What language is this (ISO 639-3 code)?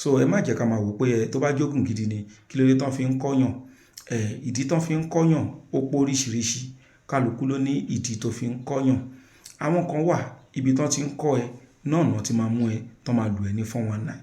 yor